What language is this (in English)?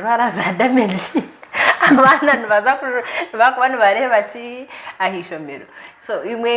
Nyankole